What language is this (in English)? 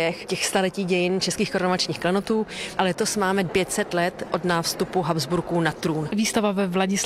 Czech